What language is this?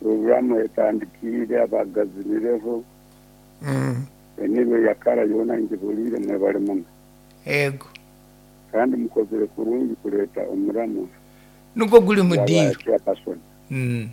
Nyoro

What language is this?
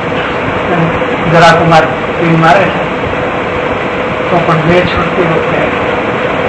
Gujarati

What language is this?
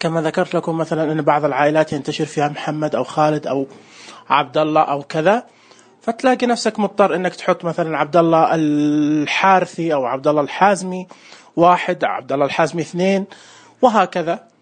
Najdi Arabic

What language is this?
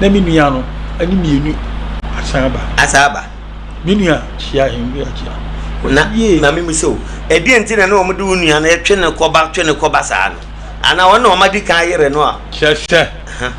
Akan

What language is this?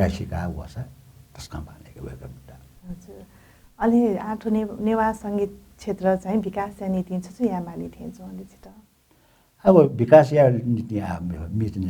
Newari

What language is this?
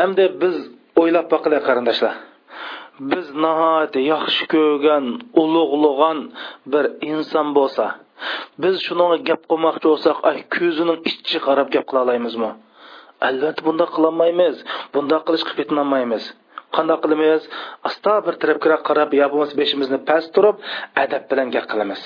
Uyghur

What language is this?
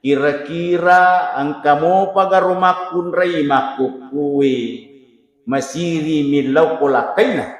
Buginese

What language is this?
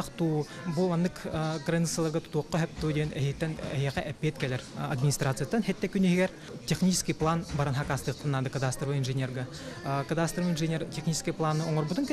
Yakut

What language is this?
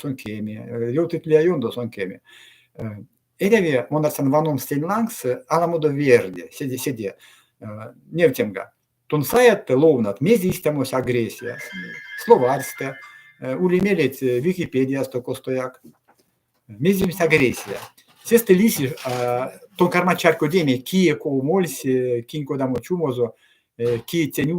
Erzya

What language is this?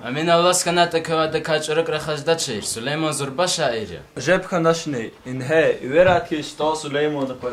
Lezghian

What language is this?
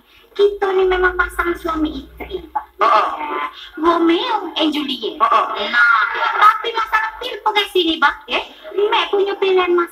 Musi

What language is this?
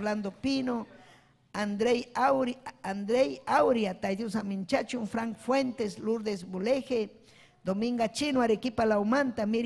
Ayacucho Quechua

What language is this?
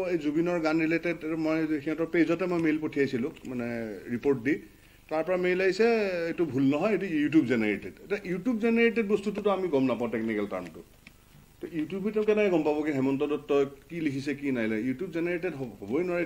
Assamese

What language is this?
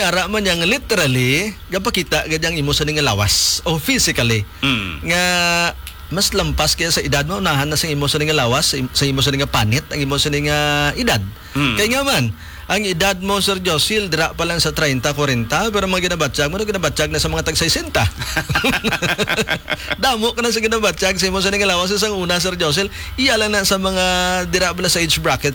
Hiligaynon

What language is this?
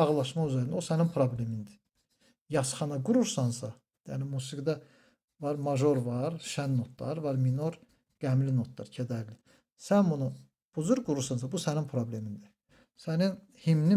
Azerbaijani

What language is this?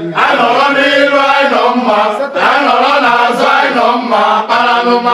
Igbo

